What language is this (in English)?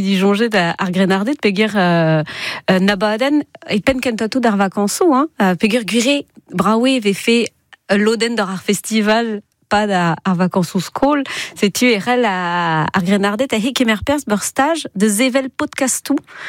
Breton